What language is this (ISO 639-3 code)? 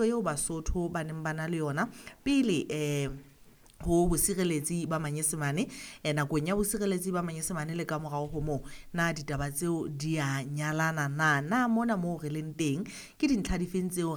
sot